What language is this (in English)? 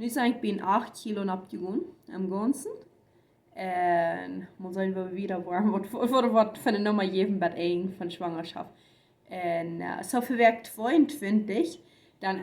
Plautdietsch